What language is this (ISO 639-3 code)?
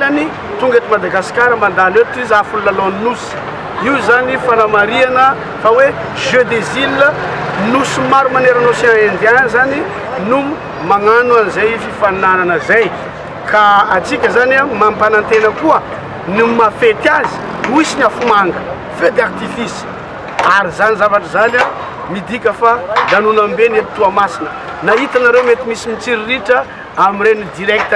mlg